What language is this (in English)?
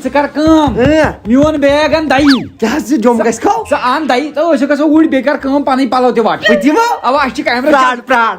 Kashmiri